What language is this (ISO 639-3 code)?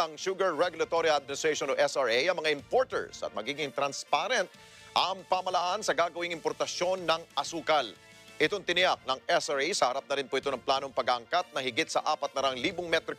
fil